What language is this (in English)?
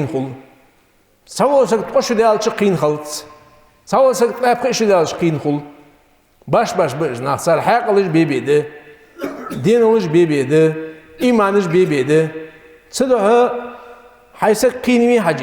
Ingush